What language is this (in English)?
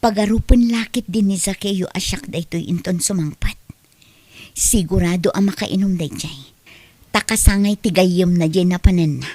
Iloko